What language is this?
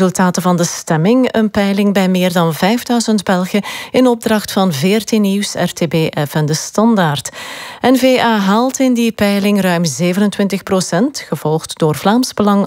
Dutch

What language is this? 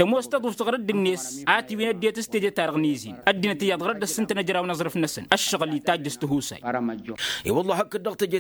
Tamasheq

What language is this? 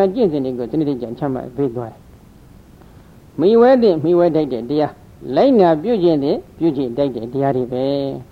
Burmese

